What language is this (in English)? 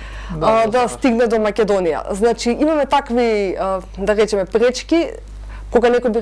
Macedonian